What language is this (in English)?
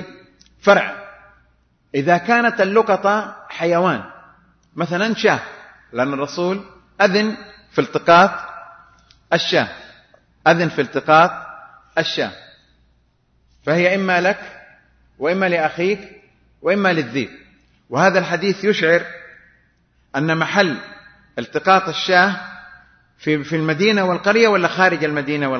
Arabic